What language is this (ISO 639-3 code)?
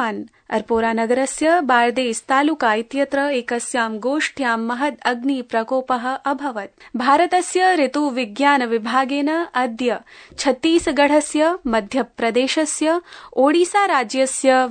san